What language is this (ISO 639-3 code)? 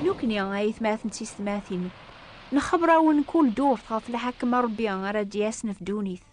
kab